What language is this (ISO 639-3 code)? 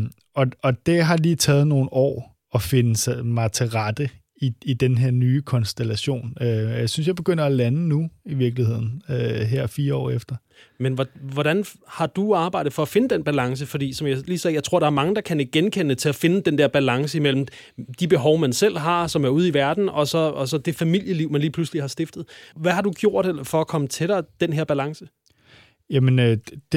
dan